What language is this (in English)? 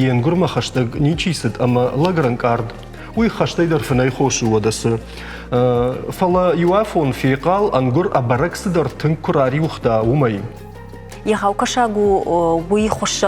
Ossetic